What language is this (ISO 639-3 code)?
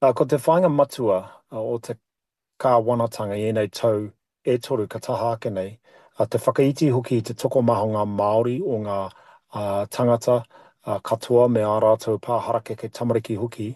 mri